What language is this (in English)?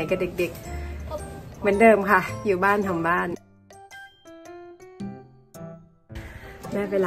Thai